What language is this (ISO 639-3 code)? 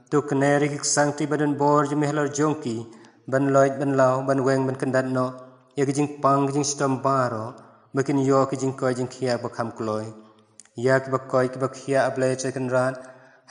kha